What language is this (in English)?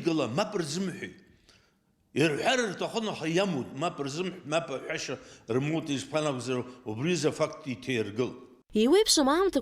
Abkhazian